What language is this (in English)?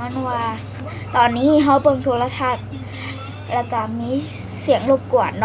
Lao